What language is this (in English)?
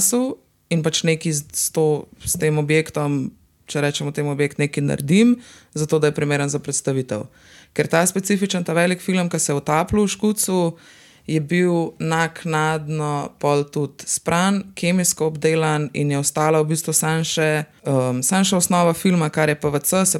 Slovenian